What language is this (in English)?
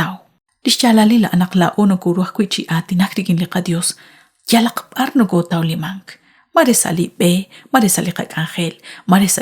Kekchí